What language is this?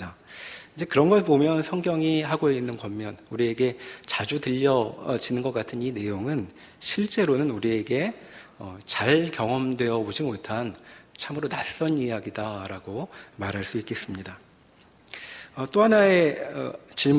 Korean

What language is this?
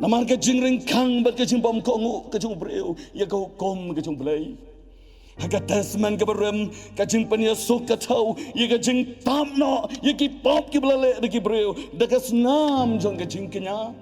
Khasi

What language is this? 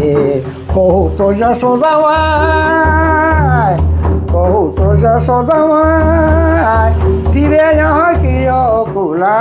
Sadri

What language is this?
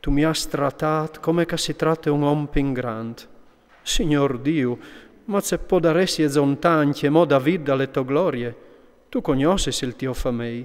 Friulian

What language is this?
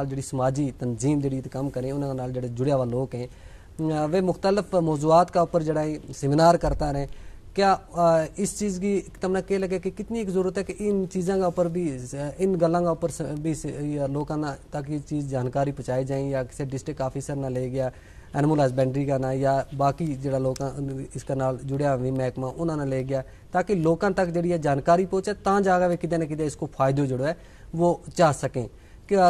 Gujari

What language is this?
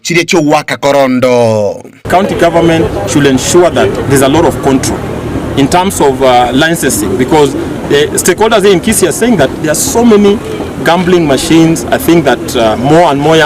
Gusii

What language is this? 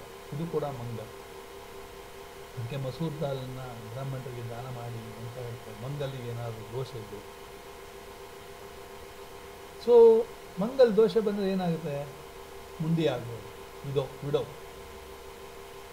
Kannada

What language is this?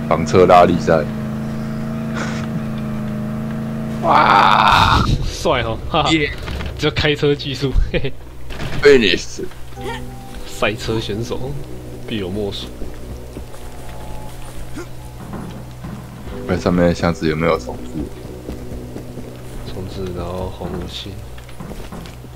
Chinese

